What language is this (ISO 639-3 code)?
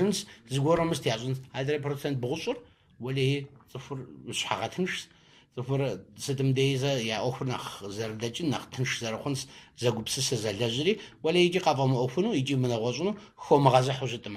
kbd